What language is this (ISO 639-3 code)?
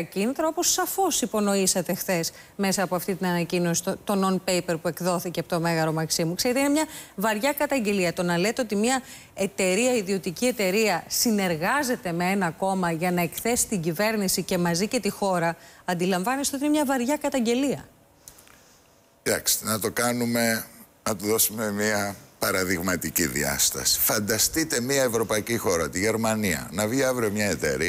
ell